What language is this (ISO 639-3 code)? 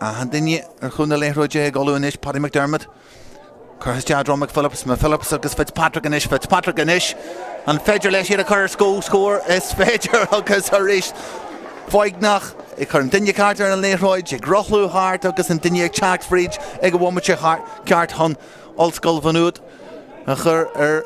gle